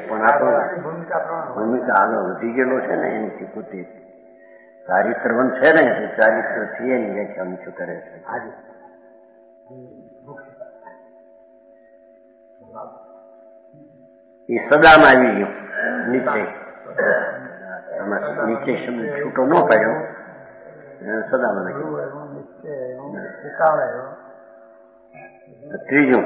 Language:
Gujarati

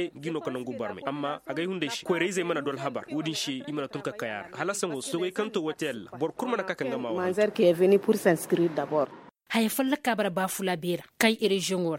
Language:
Koyraboro Senni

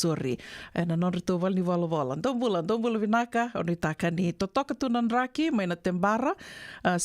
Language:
Fijian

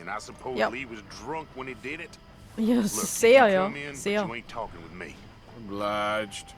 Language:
Swiss German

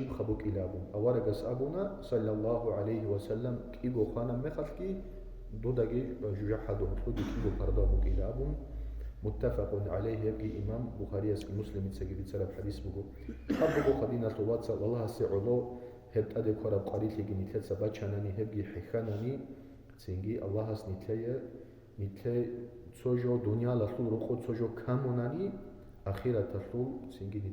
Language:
Avaric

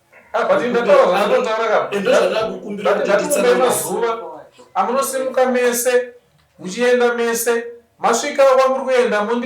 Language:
Shona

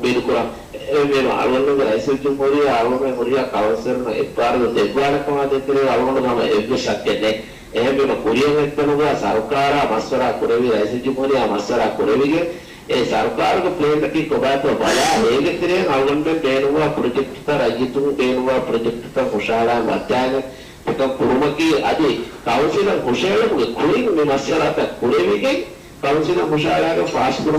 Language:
Divehi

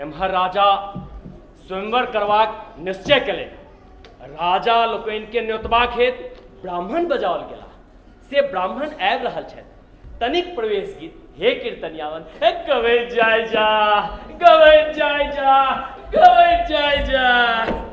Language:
Maithili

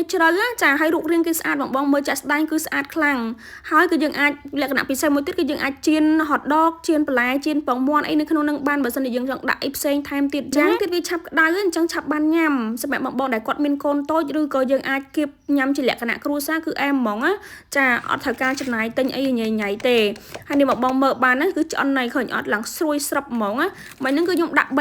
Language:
Khmer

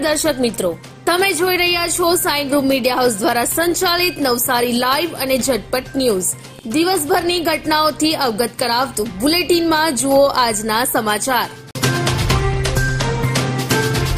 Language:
Gujarati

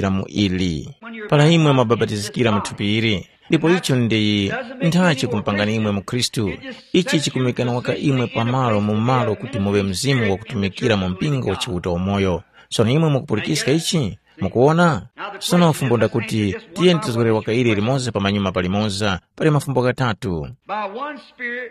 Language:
Tumbuka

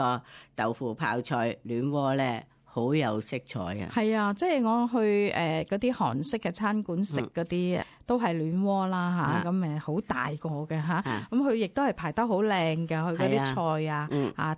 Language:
Cantonese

